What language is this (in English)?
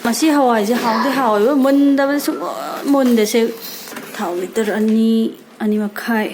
Manipuri